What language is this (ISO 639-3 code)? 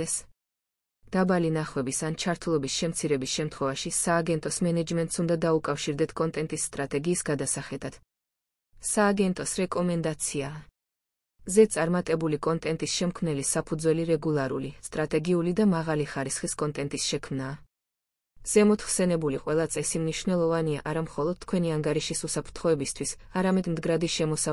kat